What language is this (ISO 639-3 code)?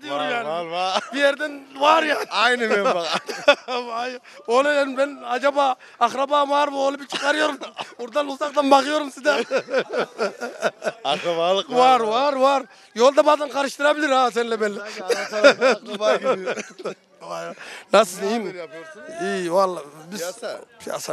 tur